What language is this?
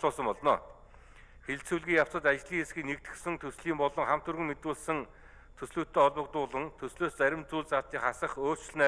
Mongolian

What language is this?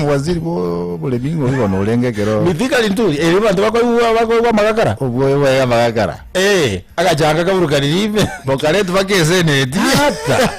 Gusii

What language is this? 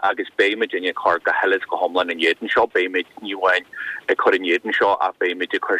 Irish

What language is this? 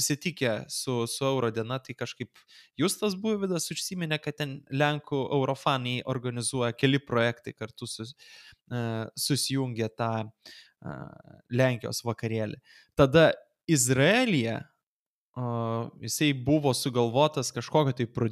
Lithuanian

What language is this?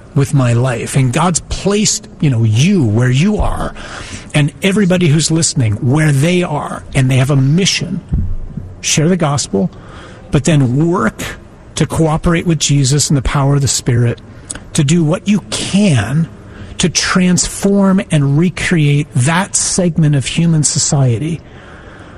English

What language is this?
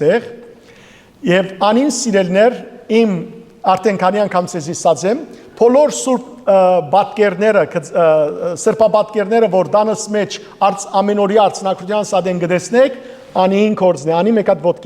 Western Armenian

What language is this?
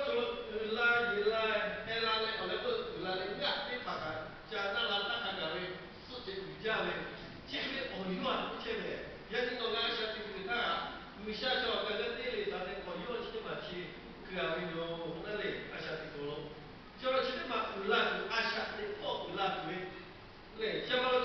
Lahu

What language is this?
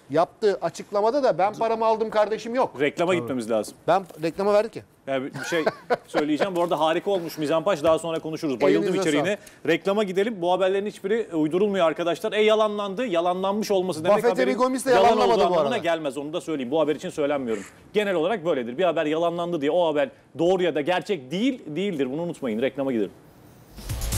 Turkish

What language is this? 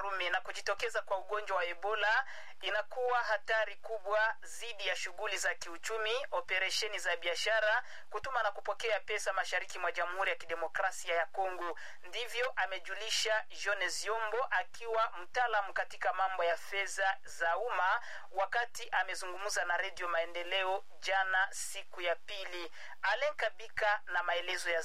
Swahili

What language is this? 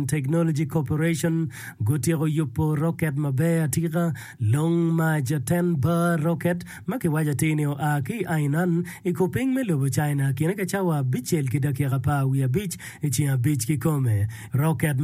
Acoli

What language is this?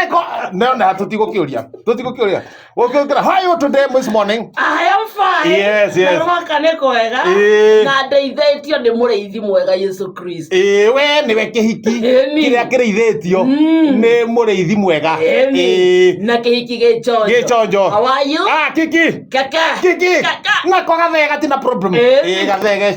Kikuyu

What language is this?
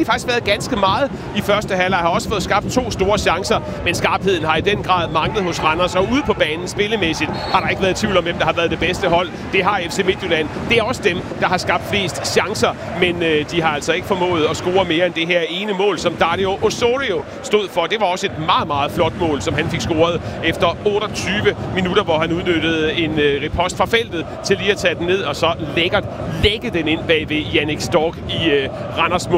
Danish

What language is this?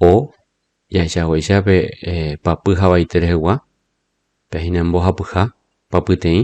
Guarani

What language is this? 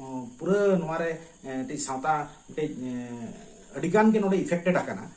Santali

